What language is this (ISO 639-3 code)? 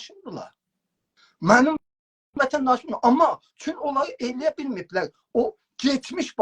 azb